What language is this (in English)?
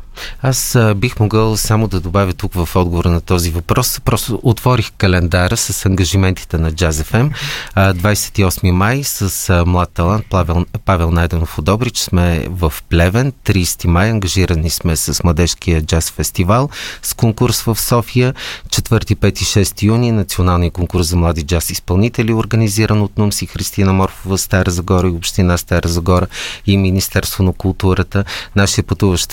Bulgarian